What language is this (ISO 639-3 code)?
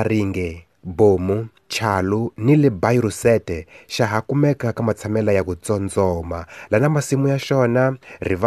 tso